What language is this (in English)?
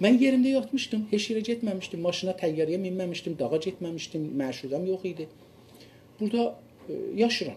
South Azerbaijani